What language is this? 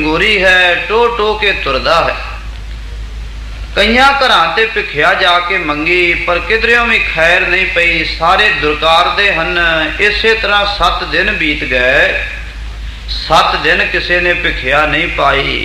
Punjabi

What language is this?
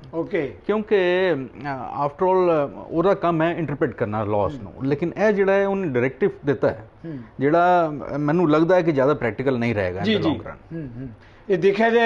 Punjabi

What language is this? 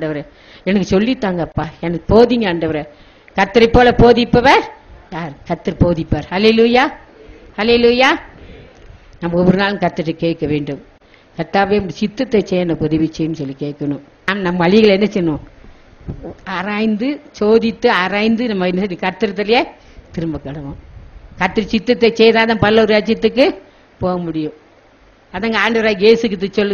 Tamil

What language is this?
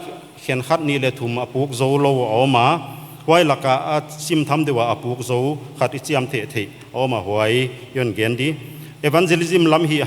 Paite Chin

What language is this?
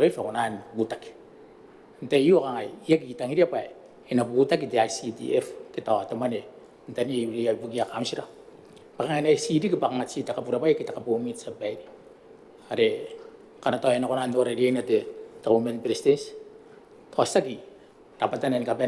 Gilbertese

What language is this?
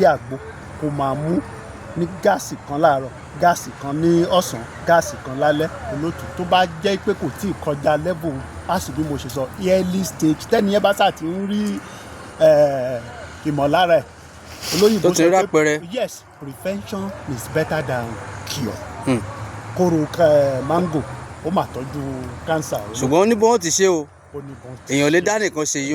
Yoruba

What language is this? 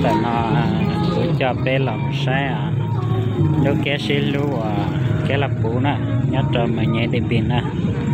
Hmong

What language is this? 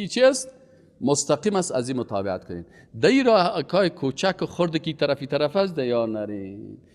Persian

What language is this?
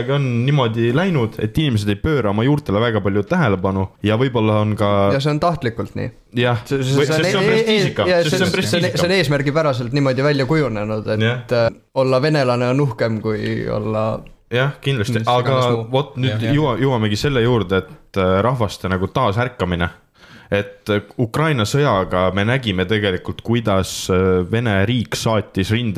Estonian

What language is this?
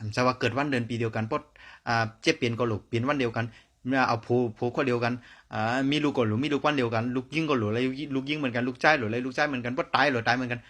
Shan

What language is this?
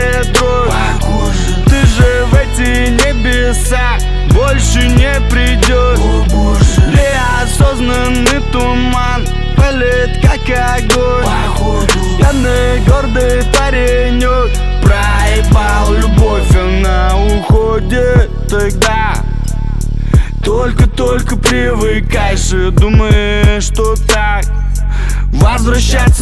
Russian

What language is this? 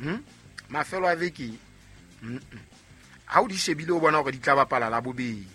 Southern Sotho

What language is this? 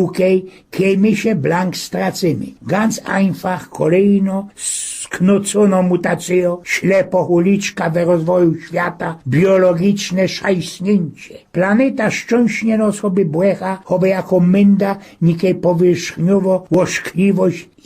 Silesian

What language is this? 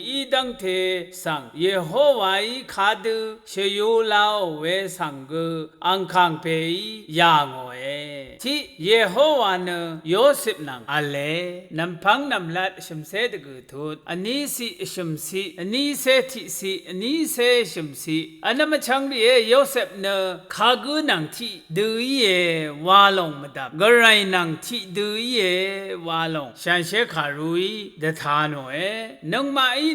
Rawang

